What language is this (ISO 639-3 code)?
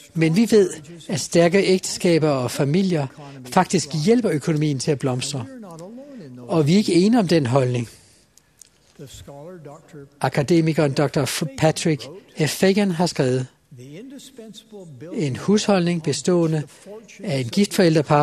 dan